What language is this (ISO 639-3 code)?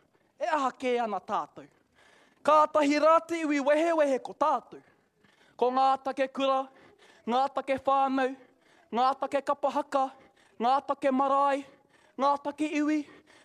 mri